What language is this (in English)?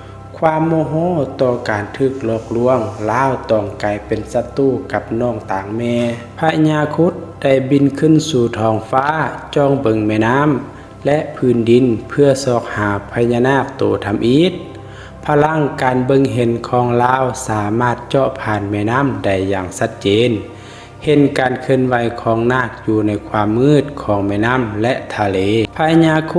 Lao